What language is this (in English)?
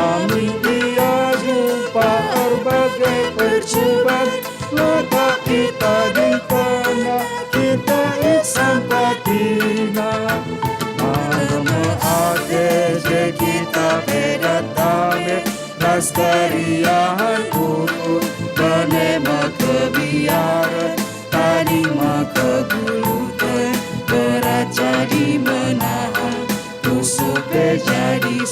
Batak Karo